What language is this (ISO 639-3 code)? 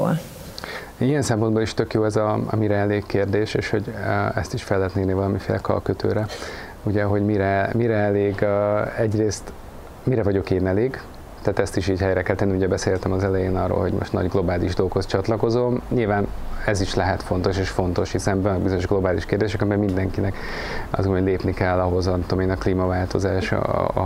hun